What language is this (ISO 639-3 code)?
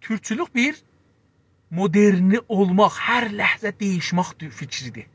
azb